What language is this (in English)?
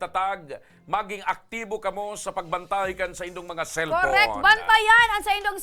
Bikol